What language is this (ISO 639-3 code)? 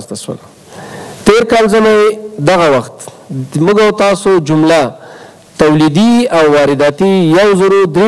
pus